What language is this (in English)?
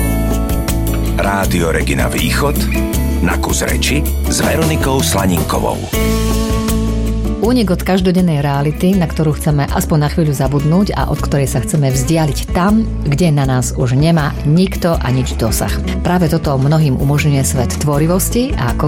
Slovak